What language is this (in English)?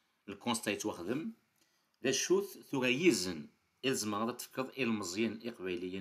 Kabyle